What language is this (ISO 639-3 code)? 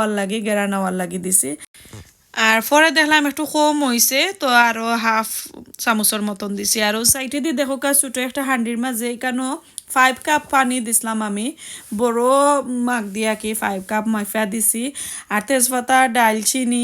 syl